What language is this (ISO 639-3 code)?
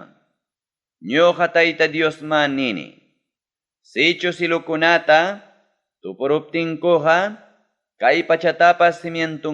quy